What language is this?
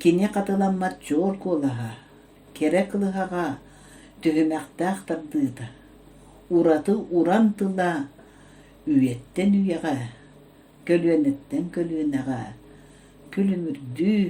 Yakut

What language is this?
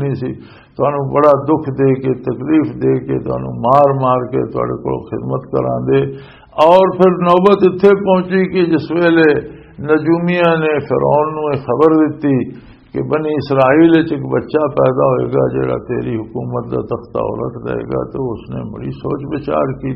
Western Panjabi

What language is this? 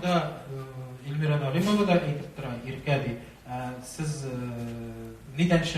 Tatar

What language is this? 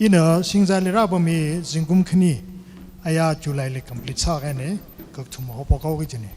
Tangkhul Naga (India)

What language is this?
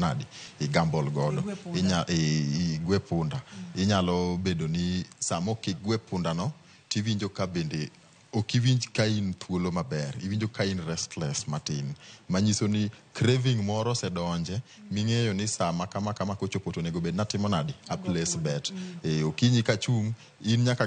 Luo (Kenya and Tanzania)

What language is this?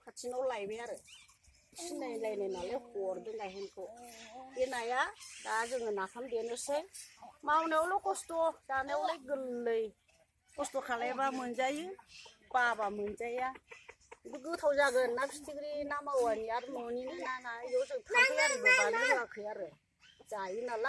Bodo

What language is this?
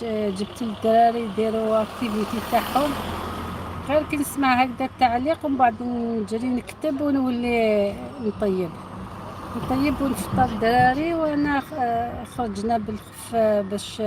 Algerian Arabic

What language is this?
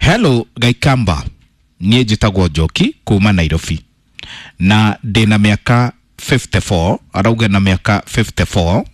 Kikuyu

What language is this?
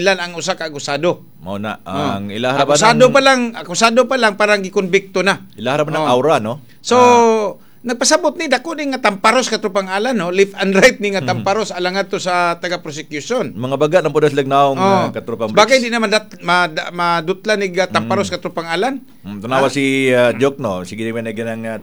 Cebuano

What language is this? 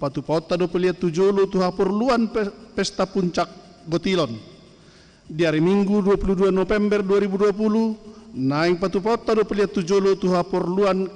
Batak Toba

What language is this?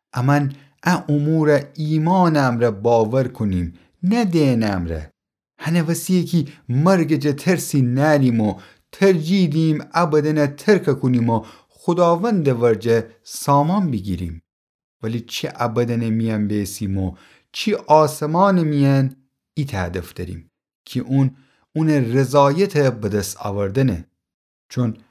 Gilaki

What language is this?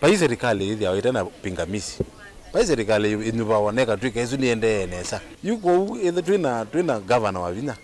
Kamba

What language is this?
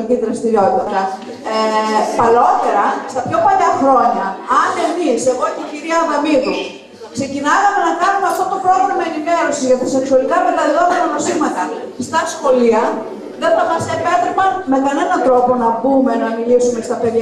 Greek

